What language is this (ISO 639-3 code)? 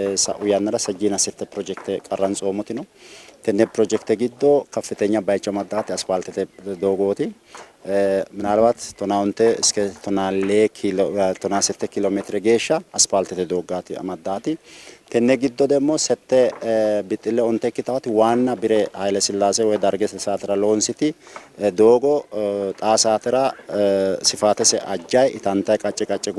sid